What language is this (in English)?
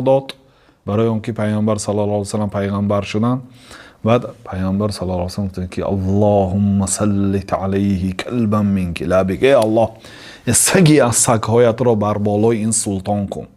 Tajik